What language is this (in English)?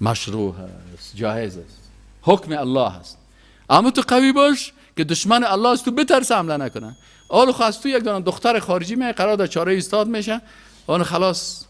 Persian